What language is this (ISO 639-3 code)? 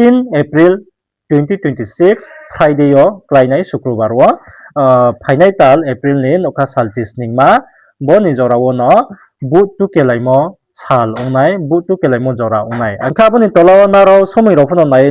ria